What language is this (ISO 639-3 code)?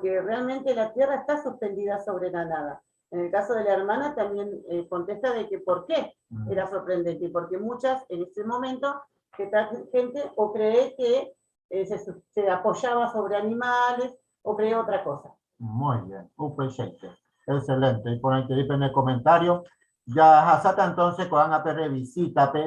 grn